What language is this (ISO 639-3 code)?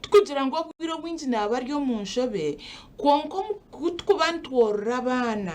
nyn